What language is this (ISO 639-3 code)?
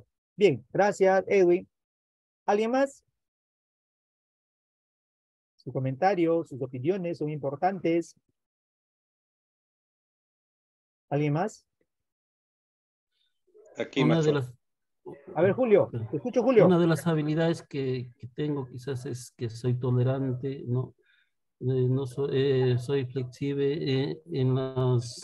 spa